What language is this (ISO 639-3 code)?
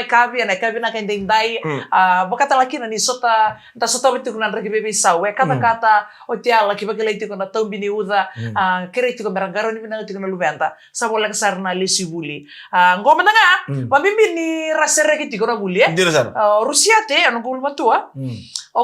fij